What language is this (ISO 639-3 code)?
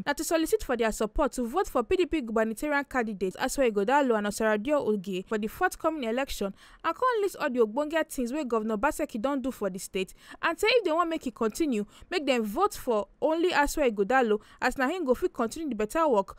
pcm